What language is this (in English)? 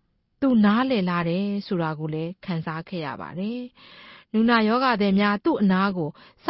Burmese